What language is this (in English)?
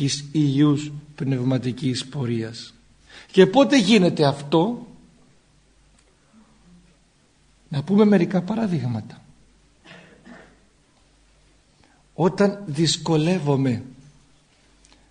Greek